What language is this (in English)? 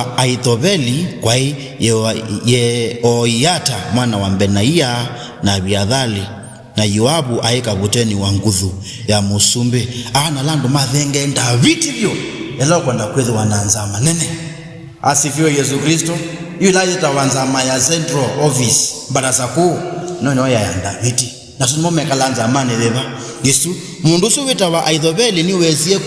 Kamba